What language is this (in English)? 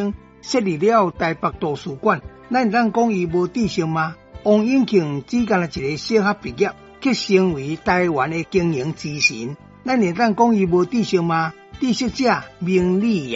Min Nan Chinese